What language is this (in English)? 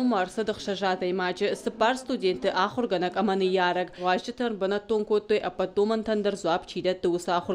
Ossetic